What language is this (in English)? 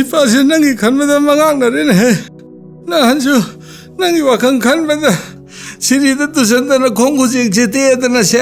Manipuri